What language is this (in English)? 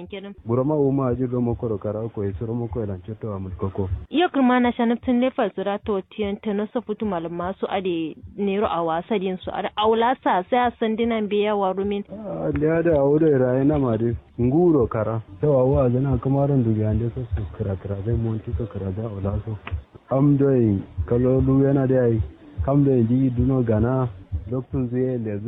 Kanuri